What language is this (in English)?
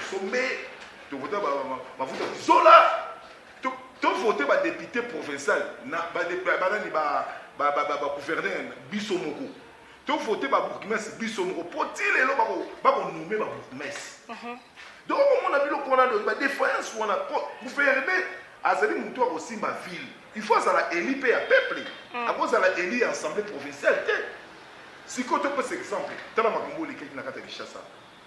Lingala